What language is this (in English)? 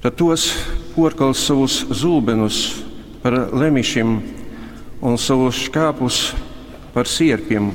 Latgalian